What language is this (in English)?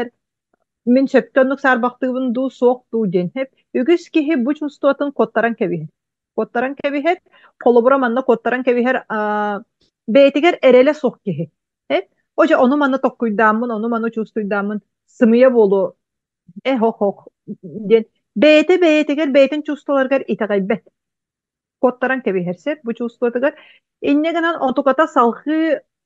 Yakut